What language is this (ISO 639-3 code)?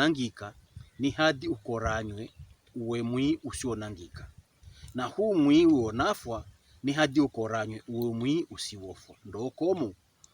pkb